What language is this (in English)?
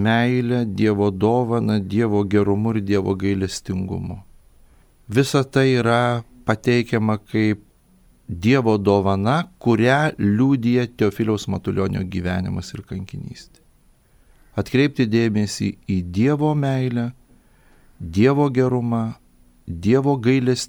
Lithuanian